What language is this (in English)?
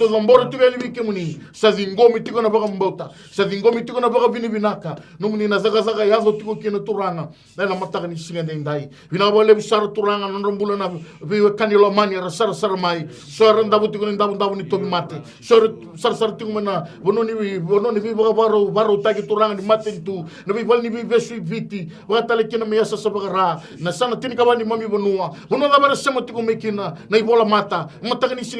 Fijian